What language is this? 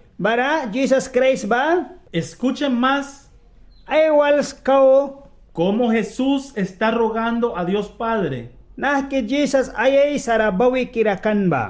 Mískito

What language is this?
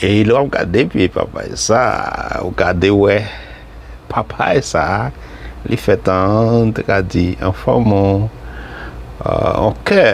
Haitian Creole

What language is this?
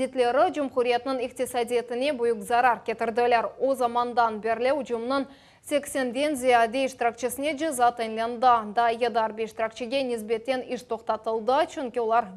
Crimean Tatar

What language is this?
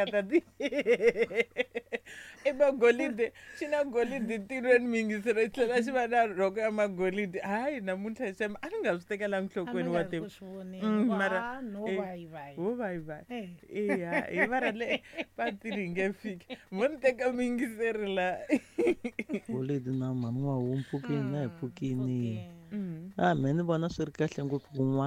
Tsonga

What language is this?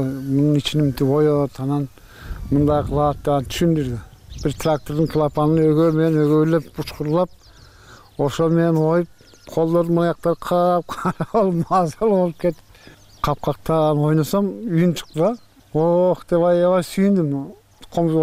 Kyrgyz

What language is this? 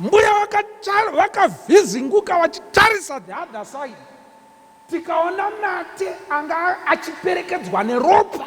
Shona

